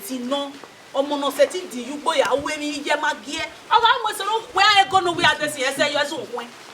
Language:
Bini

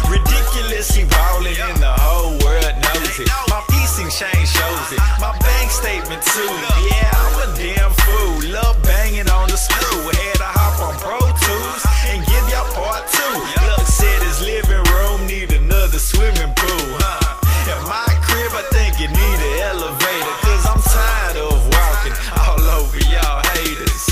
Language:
English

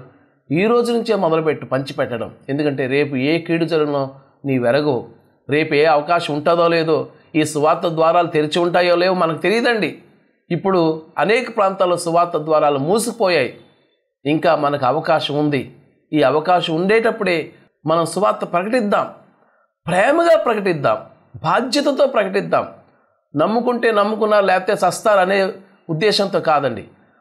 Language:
Telugu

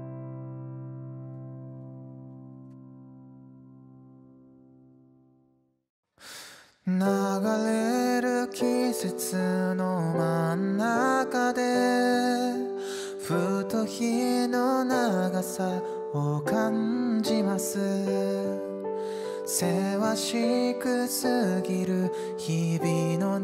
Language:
Japanese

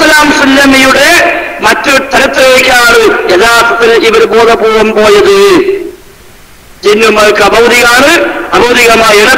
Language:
Malayalam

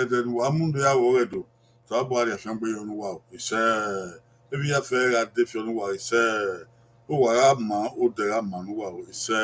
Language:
Bini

